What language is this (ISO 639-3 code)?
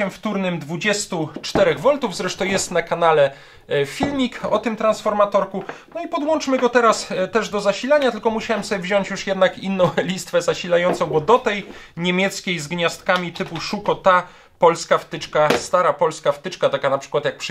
pol